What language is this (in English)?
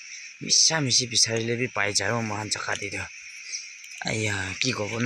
Naga Pidgin